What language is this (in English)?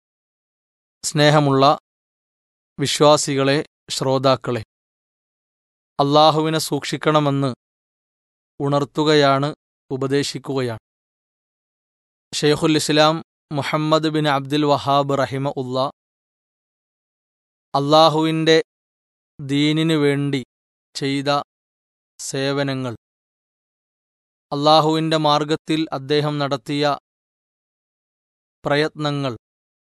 Malayalam